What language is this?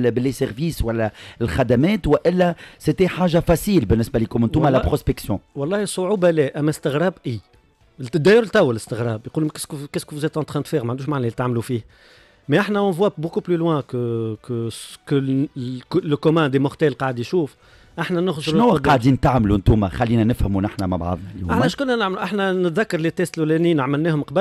Tunisian Arabic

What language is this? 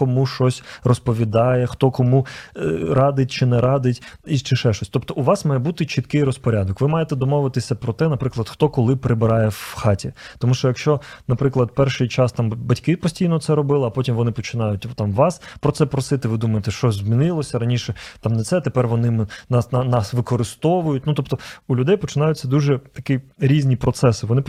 Ukrainian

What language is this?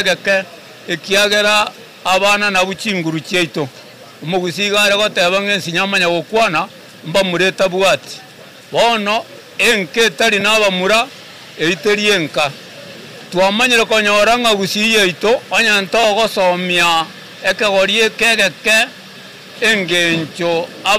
Gusii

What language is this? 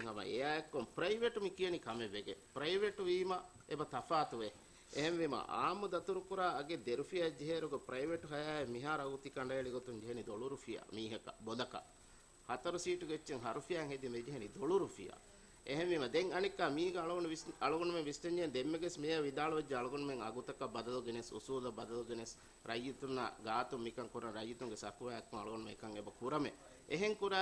Divehi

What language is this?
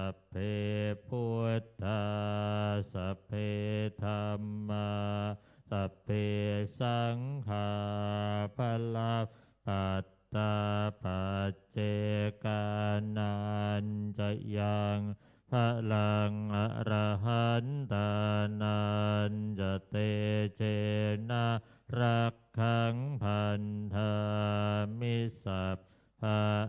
Pali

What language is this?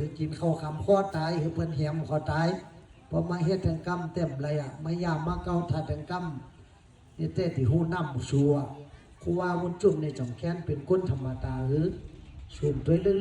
Shan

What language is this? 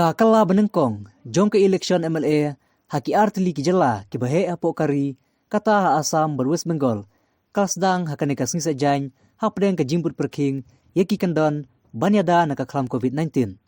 Khasi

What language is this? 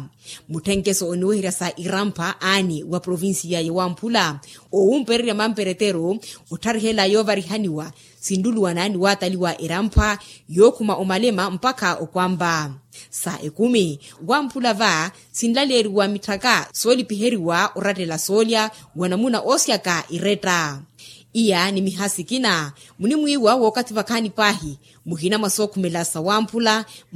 Makhuwa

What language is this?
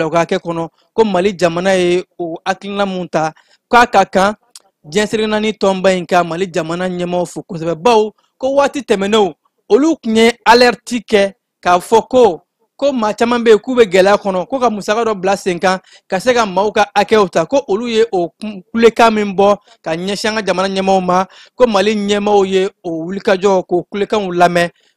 Bambara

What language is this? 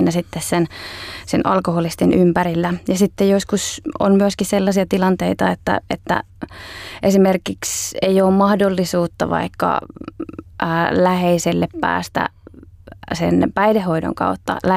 Finnish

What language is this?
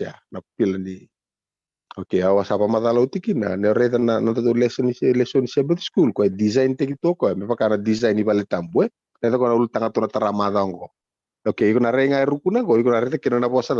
Fijian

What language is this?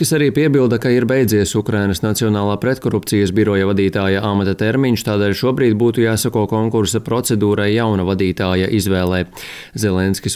Latvian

